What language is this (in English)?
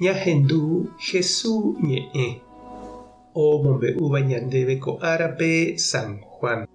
Guarani